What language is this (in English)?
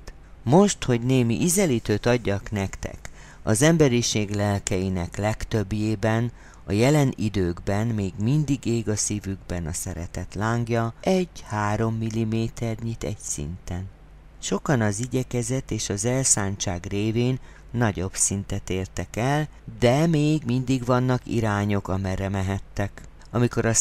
Hungarian